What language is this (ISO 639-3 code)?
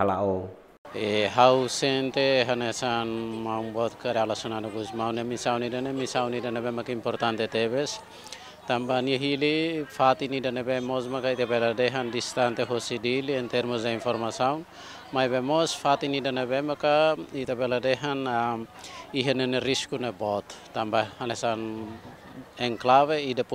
tet